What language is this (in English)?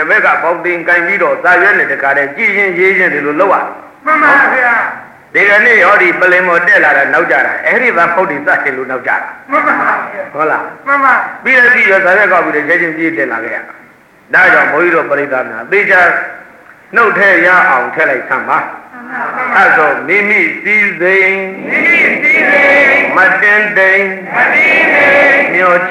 Burmese